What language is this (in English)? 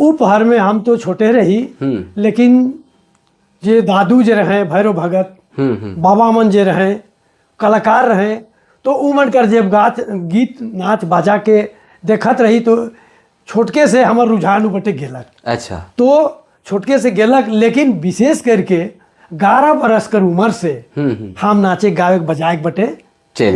Sadri